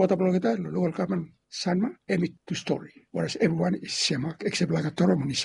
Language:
Bislama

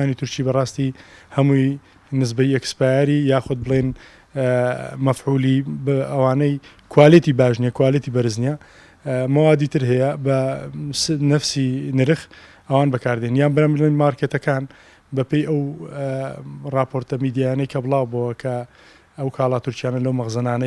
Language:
Central Kurdish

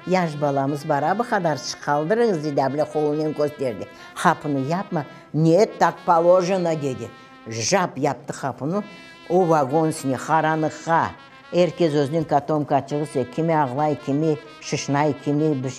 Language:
Crimean Tatar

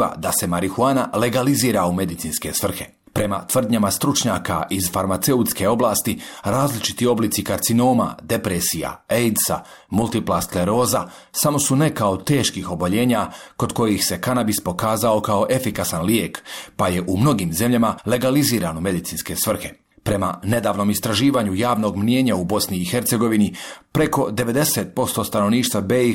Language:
Bosnian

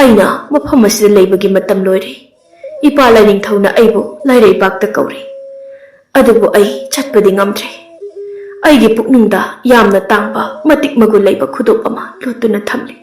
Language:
Manipuri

